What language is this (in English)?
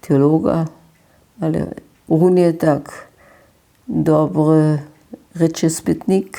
Upper Sorbian